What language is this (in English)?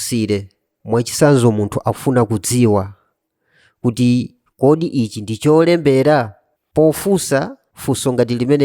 Nyanja